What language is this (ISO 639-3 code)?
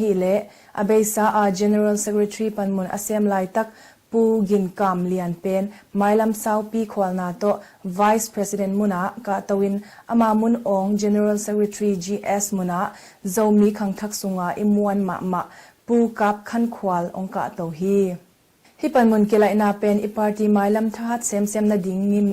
ctd